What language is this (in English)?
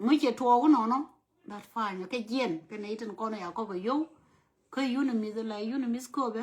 Nuer